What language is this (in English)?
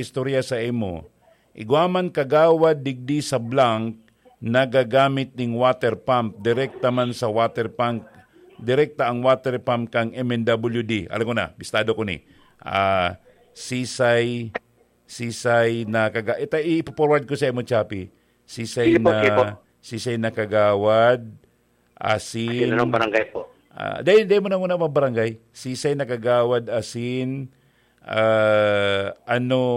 Bikol